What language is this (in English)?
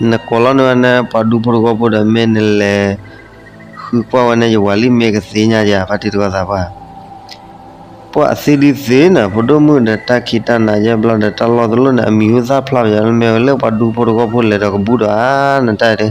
S'gaw Karen